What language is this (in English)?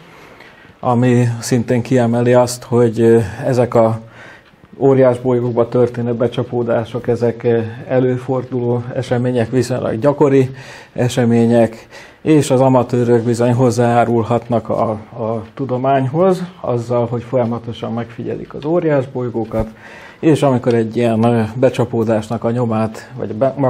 Hungarian